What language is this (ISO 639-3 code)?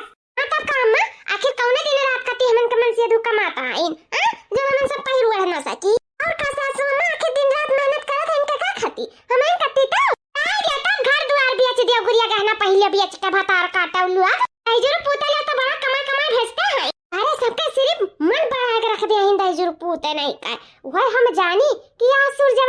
awa